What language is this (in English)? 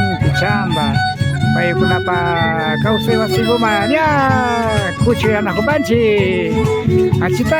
Imbabura Highland Quichua